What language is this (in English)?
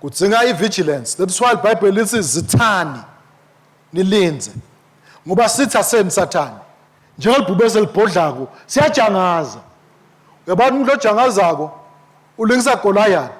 Swati